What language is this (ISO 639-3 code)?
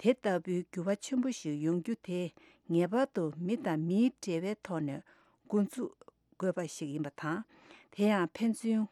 bod